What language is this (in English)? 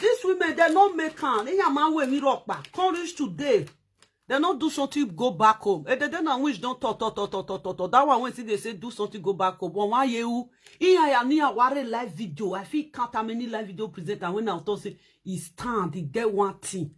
Nigerian Pidgin